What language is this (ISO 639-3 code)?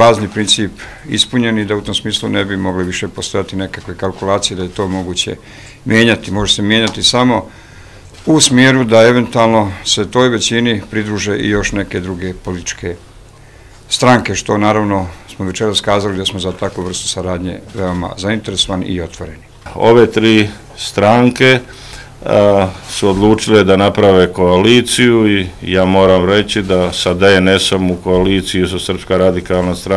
bos